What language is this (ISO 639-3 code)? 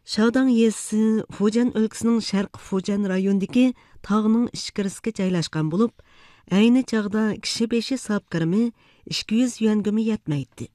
uig